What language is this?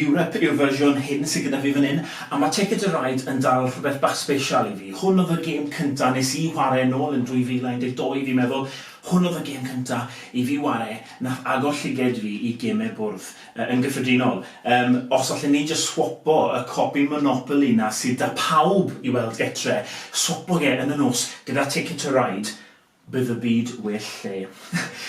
Welsh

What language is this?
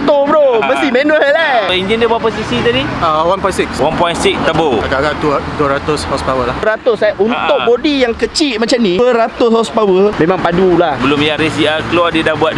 Malay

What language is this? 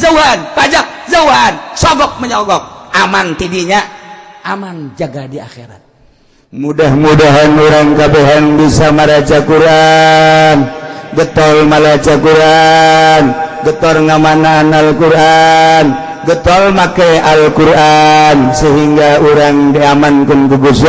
Sundanese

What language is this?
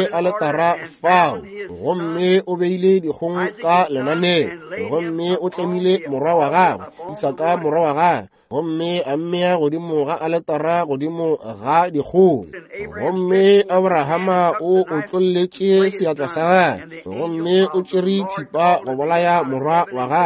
Northern Sotho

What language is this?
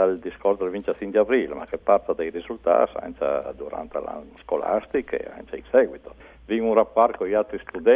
Friulian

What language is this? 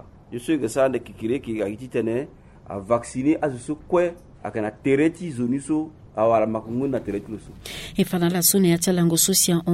Sango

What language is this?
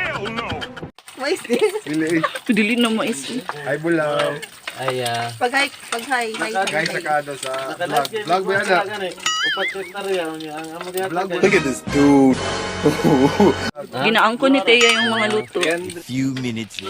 Cebuano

